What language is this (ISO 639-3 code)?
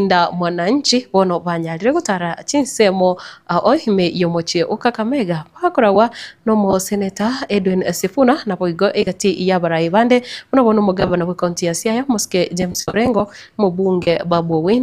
guz